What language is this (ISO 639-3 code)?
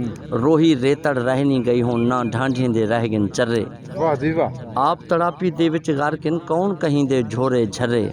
skr